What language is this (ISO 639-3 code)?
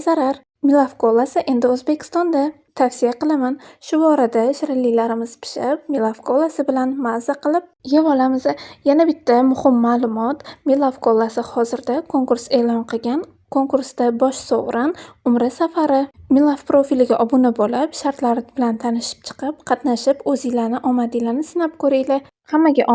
uzb